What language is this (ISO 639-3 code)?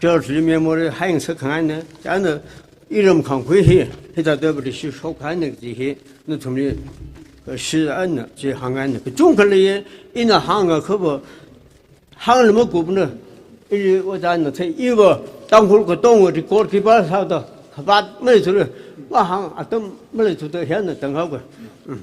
nmf